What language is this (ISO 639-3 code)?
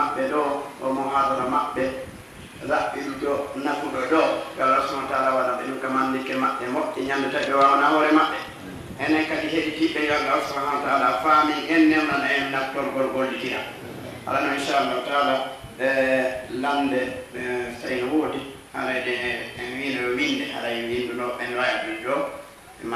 ful